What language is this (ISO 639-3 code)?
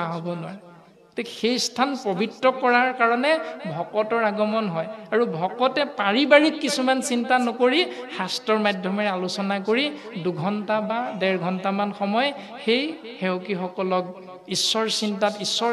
asm